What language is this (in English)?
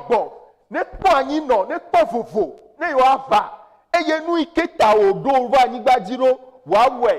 Ewe